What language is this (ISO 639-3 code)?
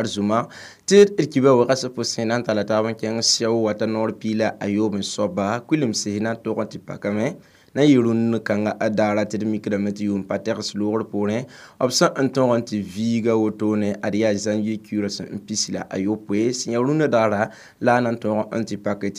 mos